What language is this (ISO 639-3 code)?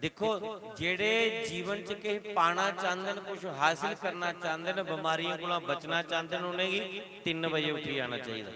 doi